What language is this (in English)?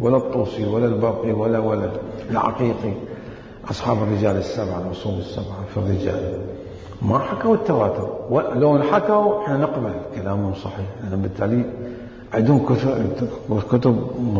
Mesopotamian Arabic